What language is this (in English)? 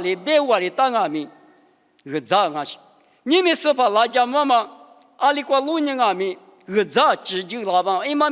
Lisu